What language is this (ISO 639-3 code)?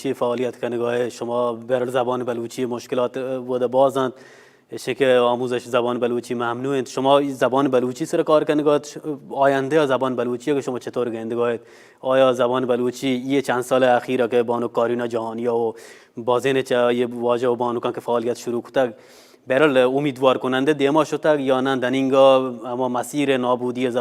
bal